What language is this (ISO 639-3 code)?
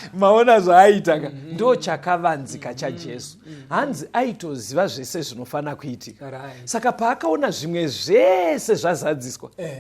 sna